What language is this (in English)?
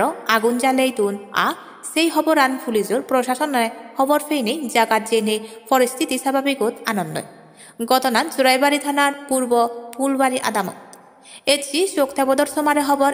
Chakma